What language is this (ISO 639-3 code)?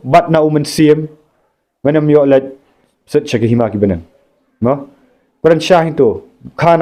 kha